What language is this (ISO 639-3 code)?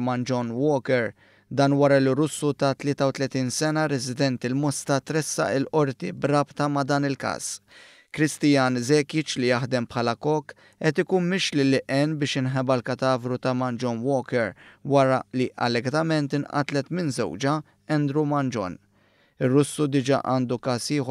mlt